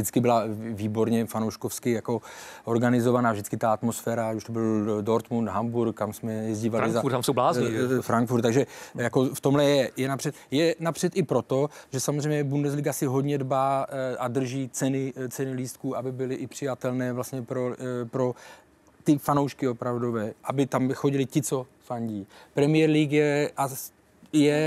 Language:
Czech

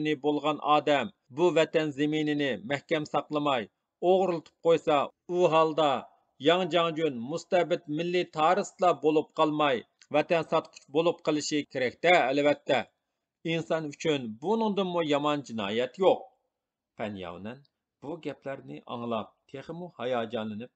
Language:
Uyghur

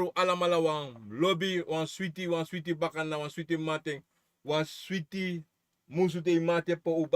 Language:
Sranan Tongo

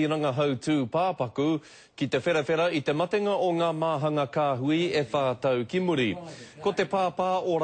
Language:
Māori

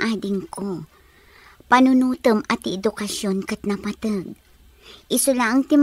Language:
Iloko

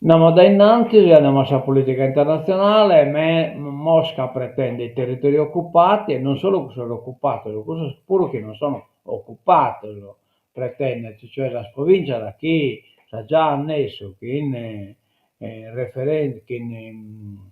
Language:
Sardinian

